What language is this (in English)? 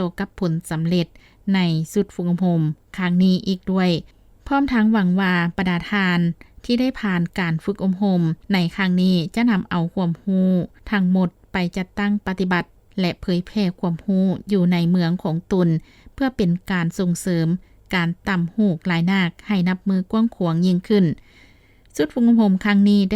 Lao